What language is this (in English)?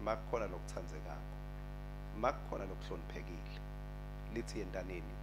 Swati